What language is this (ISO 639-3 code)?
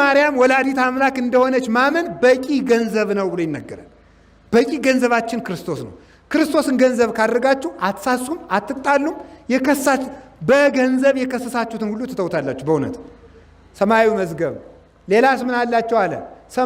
amh